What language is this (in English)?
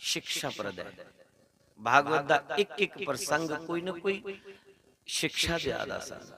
Dogri